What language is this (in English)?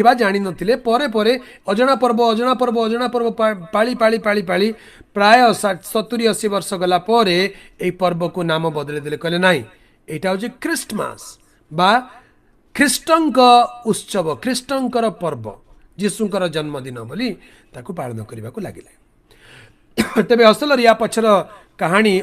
Odia